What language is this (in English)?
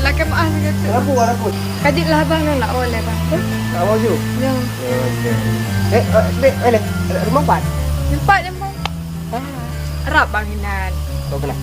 Achinese